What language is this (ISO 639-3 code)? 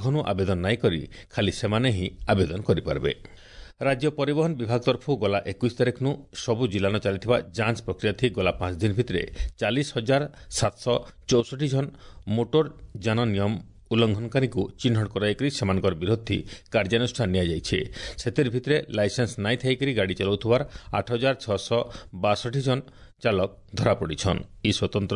ori